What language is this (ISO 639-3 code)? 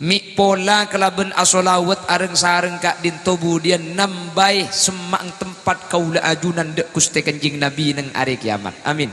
mad